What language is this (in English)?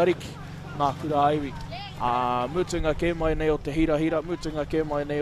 Māori